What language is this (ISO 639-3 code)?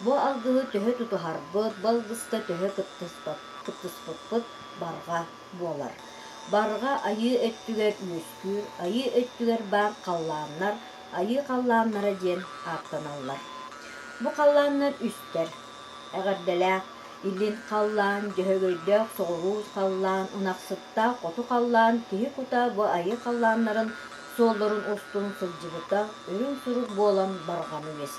sah